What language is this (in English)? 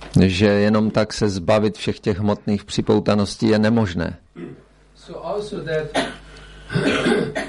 Czech